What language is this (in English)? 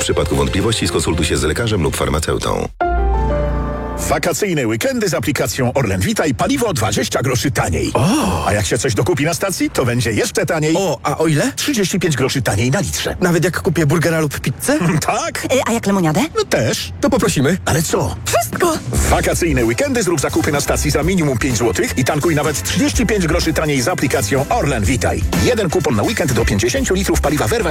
Polish